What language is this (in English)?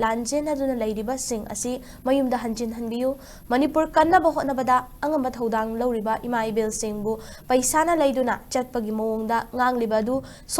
Manipuri